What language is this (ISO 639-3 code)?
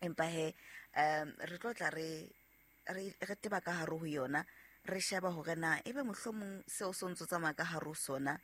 sot